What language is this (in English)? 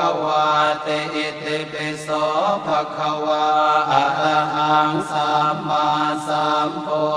Pali